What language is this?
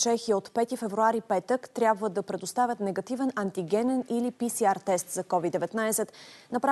Bulgarian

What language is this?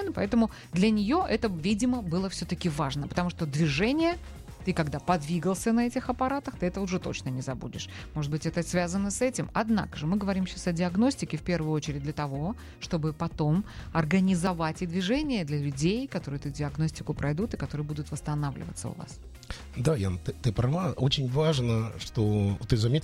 Russian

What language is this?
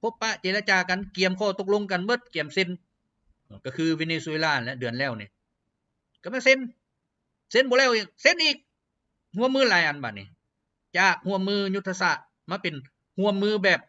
Lao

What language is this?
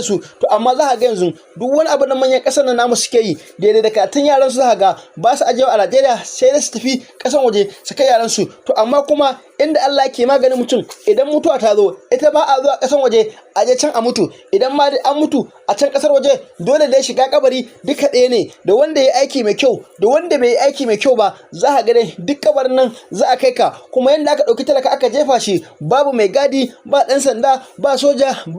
Hausa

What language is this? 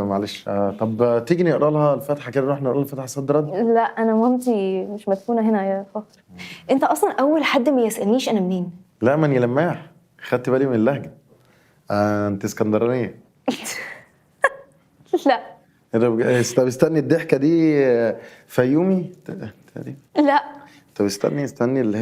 Egyptian Arabic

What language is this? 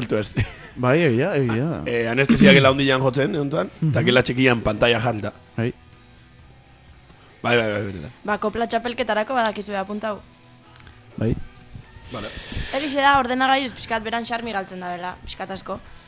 Basque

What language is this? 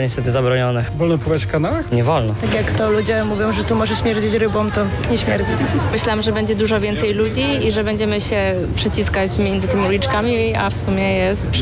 Polish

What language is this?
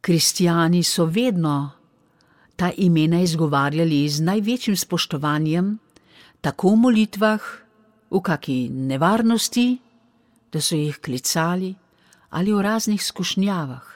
Slovenian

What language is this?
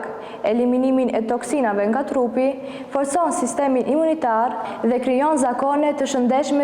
Albanian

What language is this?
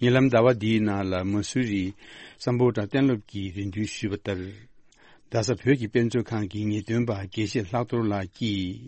Tibetan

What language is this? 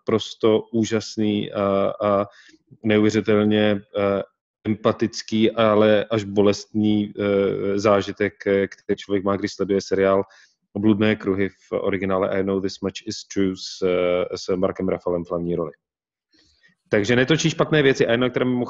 Czech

